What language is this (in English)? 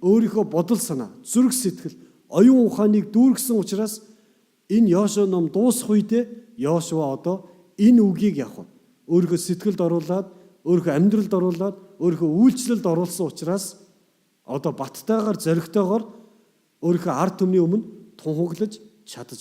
Mongolian